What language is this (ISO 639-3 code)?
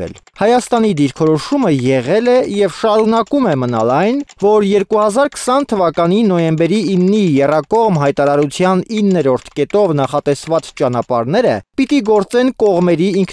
hye